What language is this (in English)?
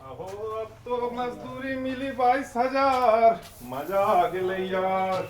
Magahi